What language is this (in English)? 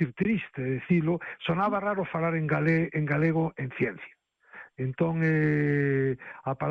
Galician